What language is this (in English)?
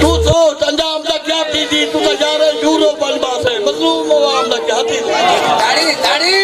Saraiki